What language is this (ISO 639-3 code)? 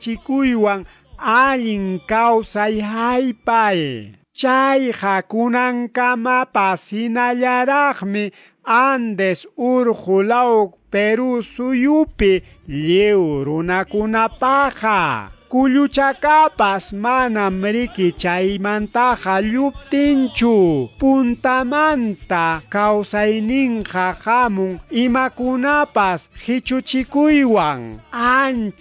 quy